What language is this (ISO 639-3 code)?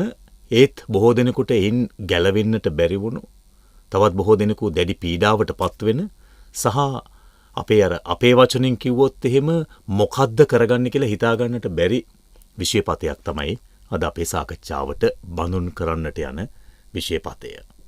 sin